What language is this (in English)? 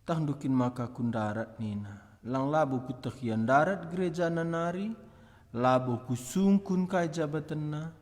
Batak Karo